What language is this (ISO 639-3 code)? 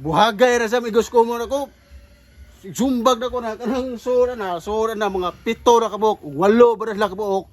ceb